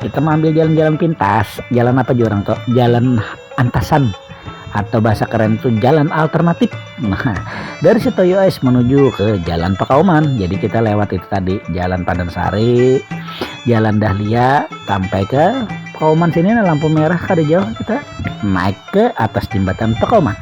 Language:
Banjar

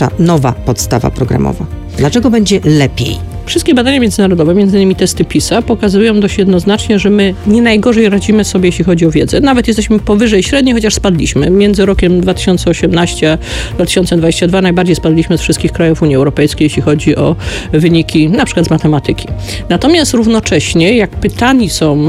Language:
Polish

